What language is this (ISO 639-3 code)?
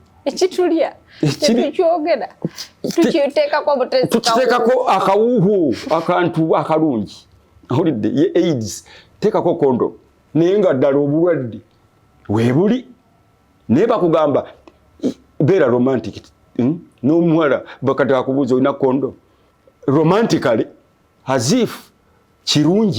lug